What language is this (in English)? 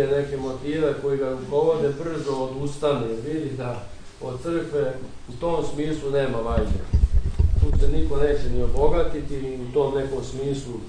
Serbian